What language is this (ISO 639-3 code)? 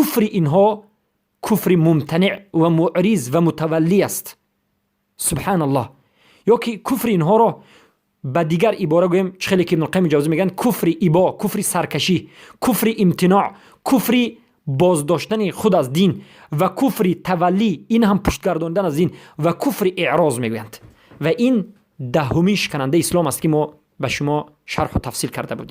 fas